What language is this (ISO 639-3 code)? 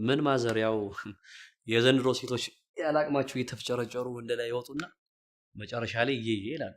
amh